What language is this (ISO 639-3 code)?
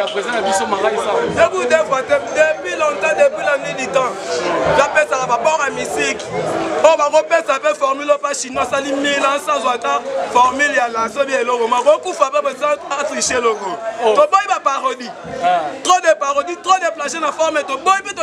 lin